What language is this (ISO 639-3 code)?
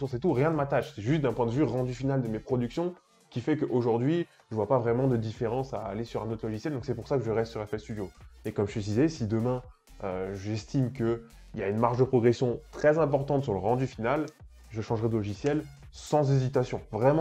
fra